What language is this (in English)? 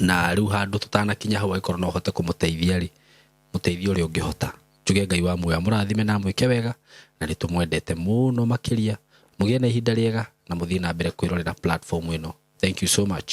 Kikuyu